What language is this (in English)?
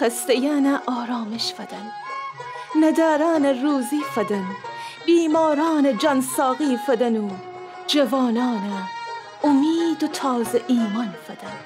Gilaki